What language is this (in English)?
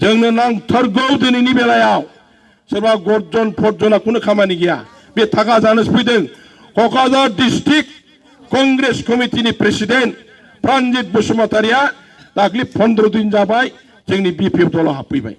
Bodo